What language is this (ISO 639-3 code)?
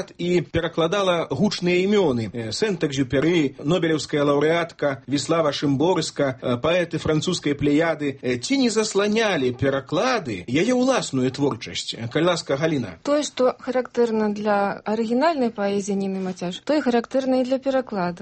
bel